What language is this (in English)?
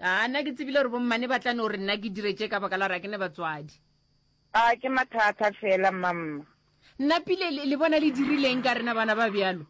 Northern Sotho